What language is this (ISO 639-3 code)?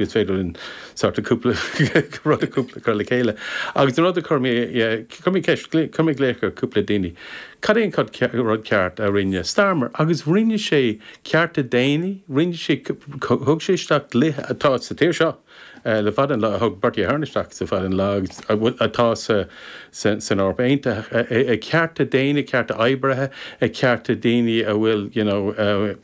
gle